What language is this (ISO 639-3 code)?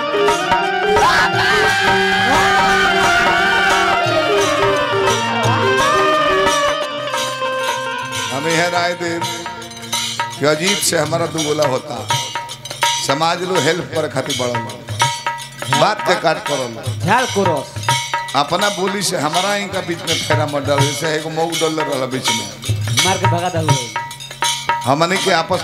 bho